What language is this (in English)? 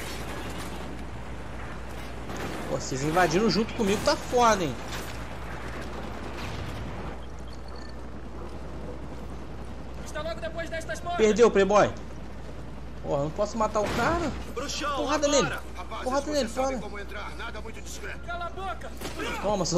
Portuguese